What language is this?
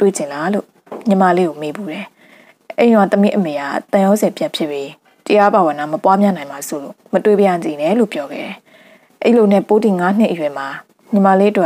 Burmese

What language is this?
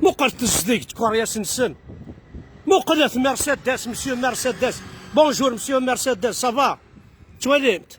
Kabyle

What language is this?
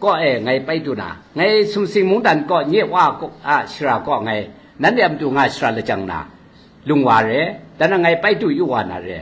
Kachin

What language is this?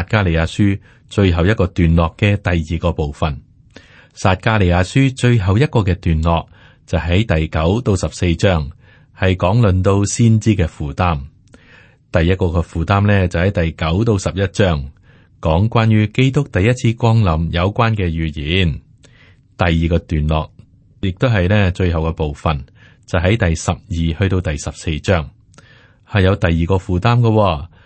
Cantonese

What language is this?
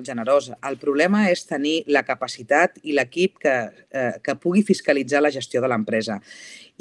Catalan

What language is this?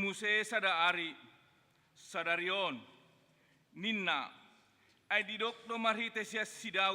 Batak Toba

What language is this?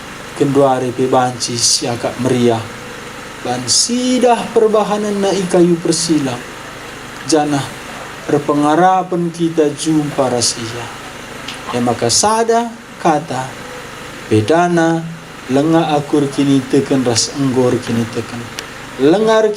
Batak Karo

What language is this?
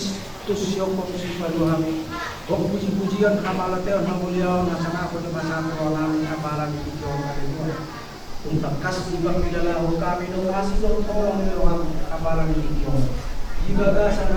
Batak Toba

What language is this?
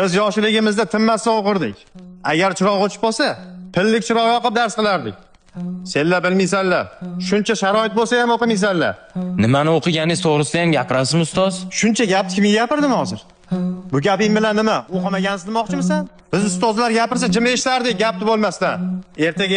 Uzbek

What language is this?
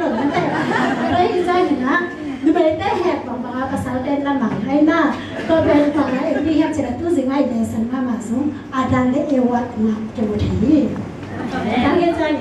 Tedim Chin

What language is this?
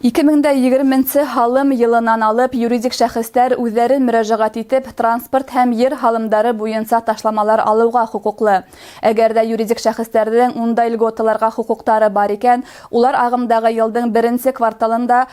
Bashkir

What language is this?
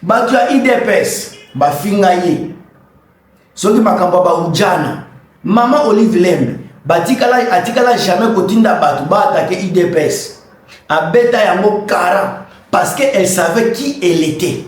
Lingala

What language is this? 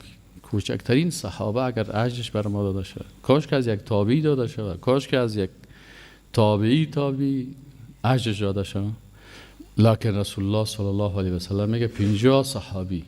Persian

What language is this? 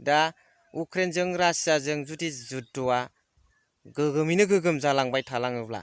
Bodo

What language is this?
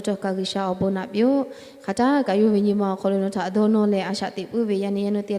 Lahu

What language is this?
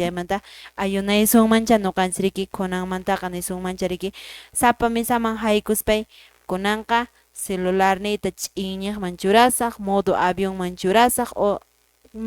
Quechua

